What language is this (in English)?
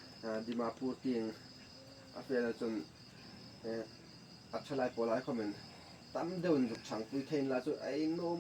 Hmar